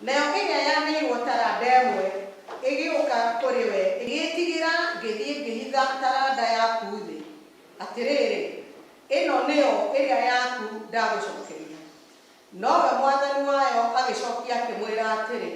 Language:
Kikuyu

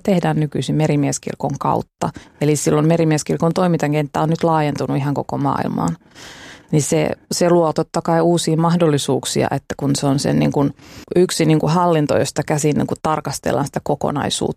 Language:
Finnish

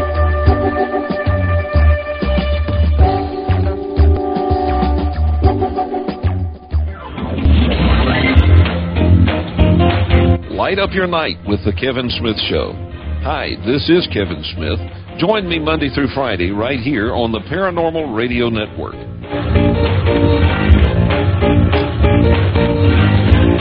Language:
English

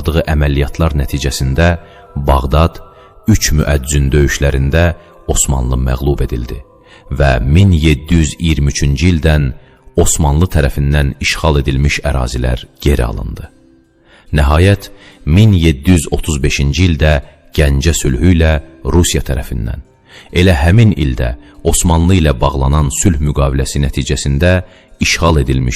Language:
Azerbaijani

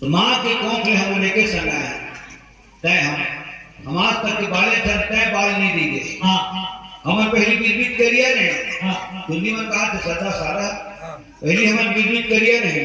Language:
Chhattisgarhi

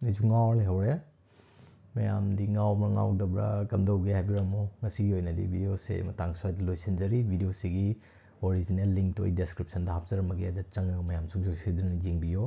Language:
Manipuri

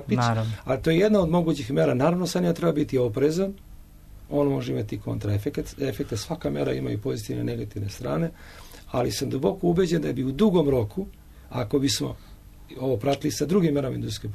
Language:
Serbian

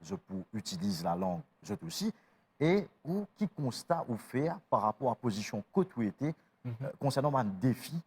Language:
Morisyen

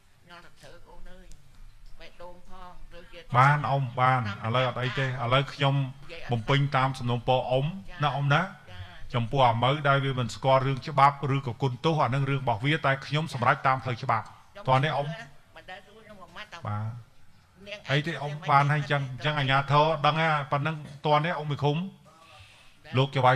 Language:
Khmer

